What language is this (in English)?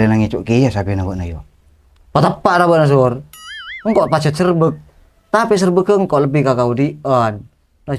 Madurese